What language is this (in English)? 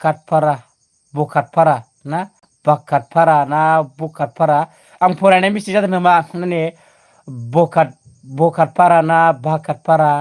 Bodo